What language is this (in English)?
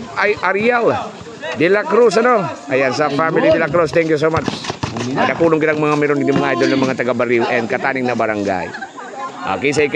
Bikol